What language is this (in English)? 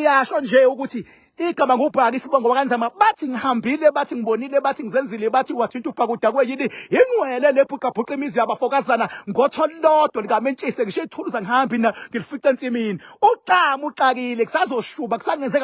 Zulu